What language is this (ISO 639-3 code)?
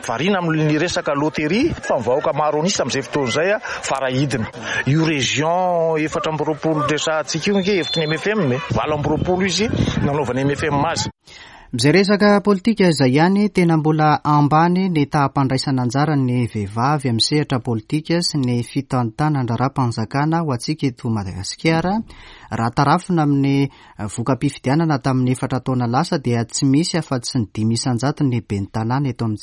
mlg